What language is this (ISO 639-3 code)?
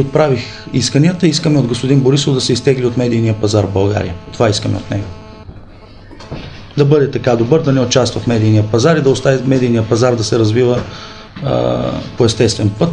bul